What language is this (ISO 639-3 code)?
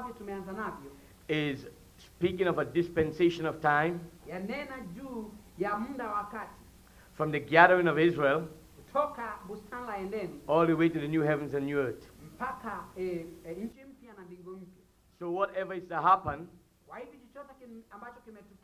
swa